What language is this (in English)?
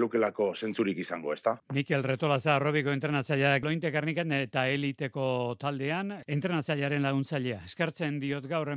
Basque